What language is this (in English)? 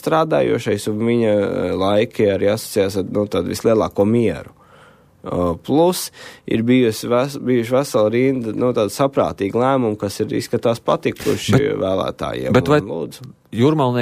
Latvian